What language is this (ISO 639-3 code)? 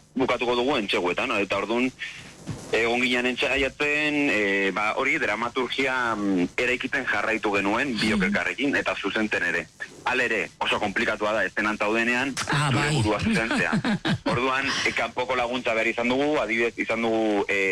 eus